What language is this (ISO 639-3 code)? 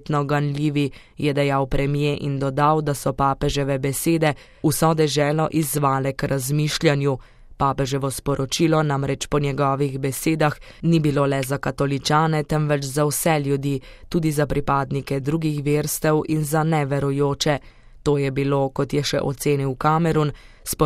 slv